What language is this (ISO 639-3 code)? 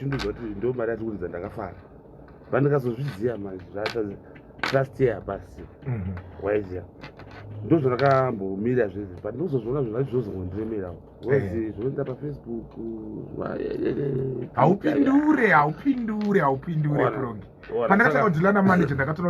sna